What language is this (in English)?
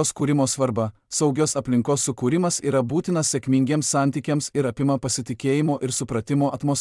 Lithuanian